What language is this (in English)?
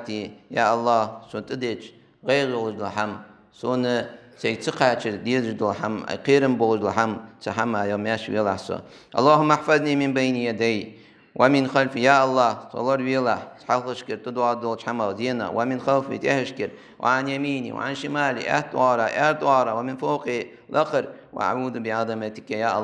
Ingush